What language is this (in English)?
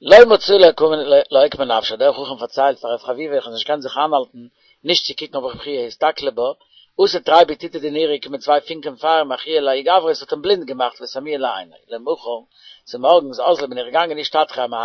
Yiddish